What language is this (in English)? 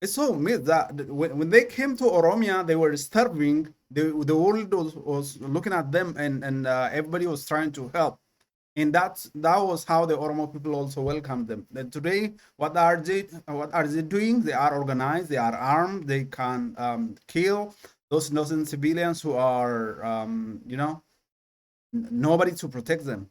English